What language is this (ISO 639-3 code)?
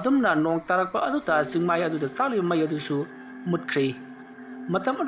mni